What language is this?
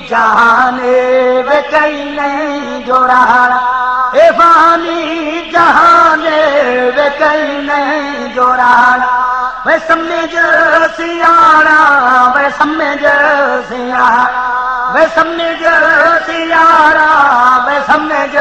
Saraiki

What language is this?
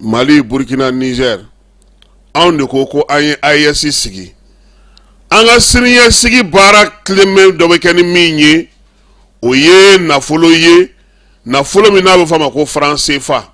Bambara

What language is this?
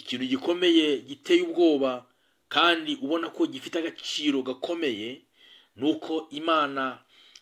Kinyarwanda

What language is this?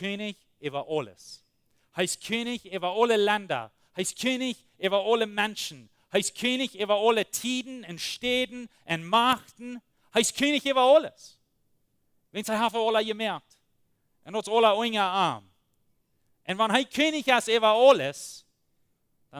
Plautdietsch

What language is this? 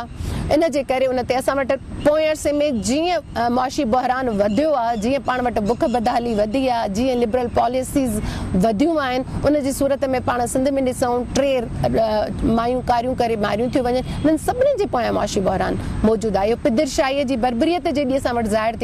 Sindhi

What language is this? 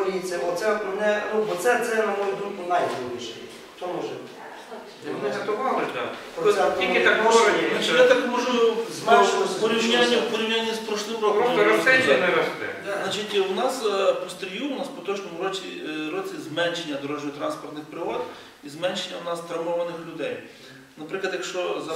Ukrainian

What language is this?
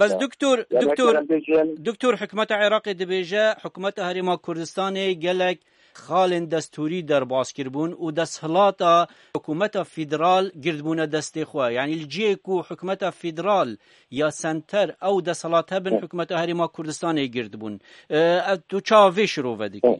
Kurdish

